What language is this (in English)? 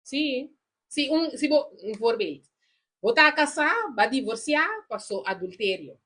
Papiamento